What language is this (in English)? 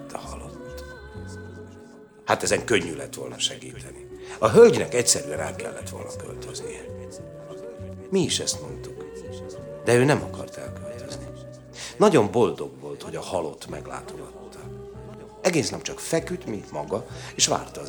Hungarian